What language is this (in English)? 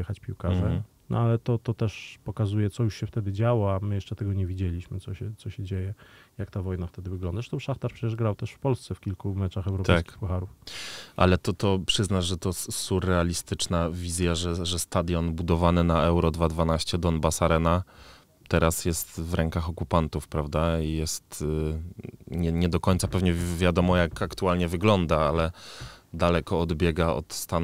Polish